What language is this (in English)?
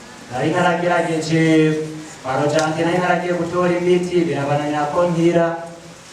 Rundi